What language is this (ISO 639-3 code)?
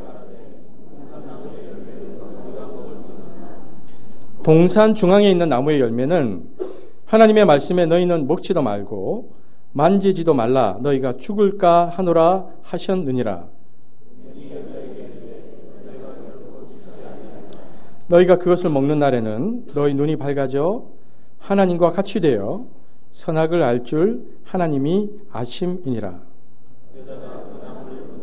kor